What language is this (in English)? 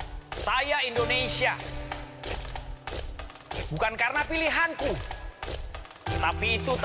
Indonesian